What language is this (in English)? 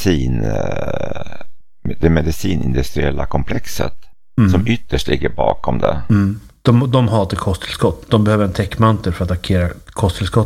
Swedish